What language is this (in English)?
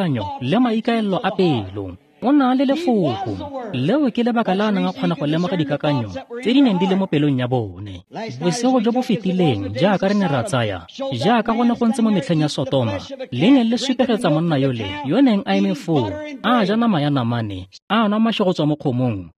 Tswana